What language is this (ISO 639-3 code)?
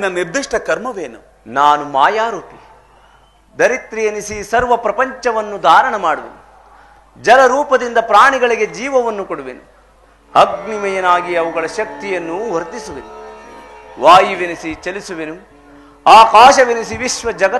kan